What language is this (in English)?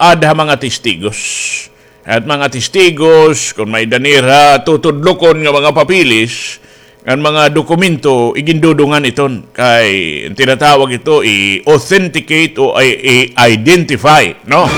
Waray